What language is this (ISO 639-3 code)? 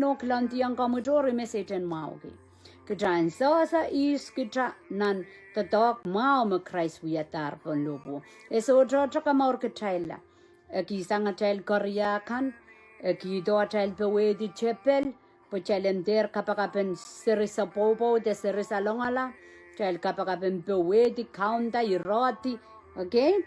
pon